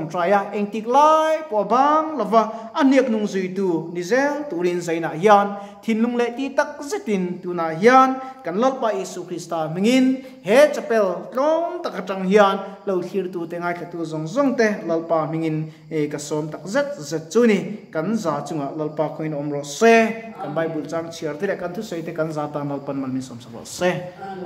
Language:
Mizo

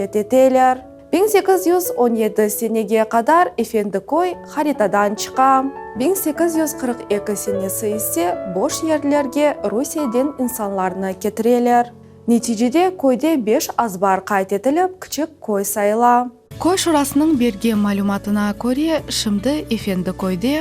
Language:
Crimean Tatar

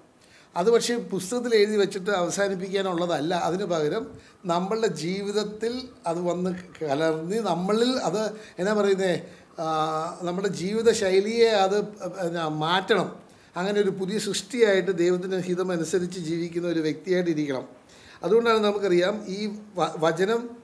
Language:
Malayalam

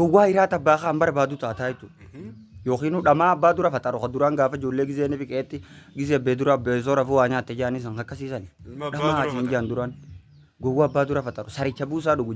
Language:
Oromo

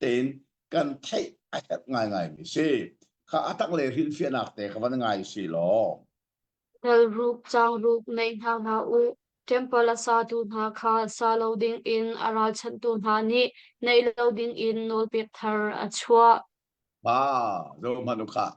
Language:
Hakha Chin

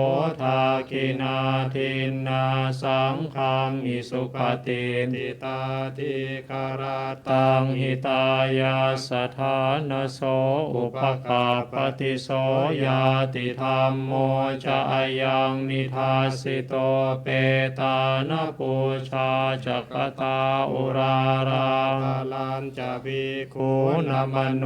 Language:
Pali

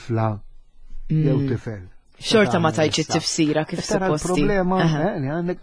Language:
Maltese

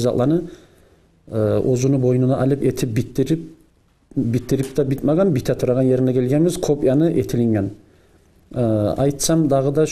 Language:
Kumyk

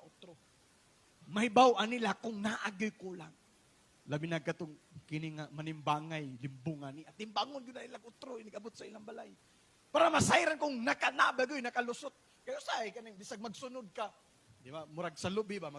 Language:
Cebuano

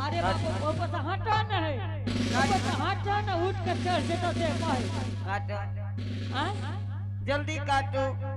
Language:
Angika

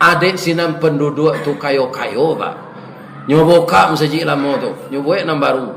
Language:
Minangkabau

